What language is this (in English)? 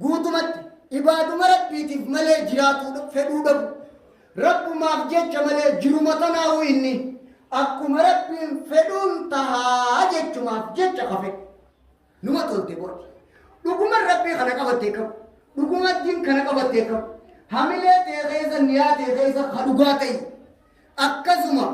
Oromo